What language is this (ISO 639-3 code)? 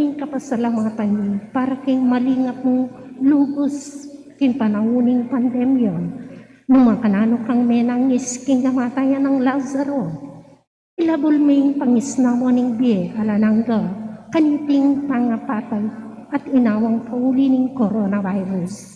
pam